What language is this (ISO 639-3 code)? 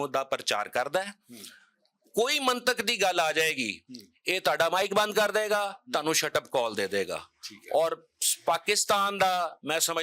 lah